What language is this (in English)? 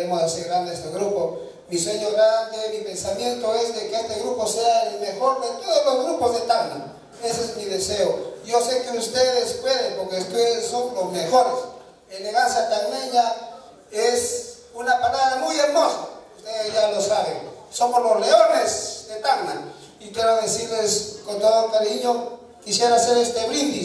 Spanish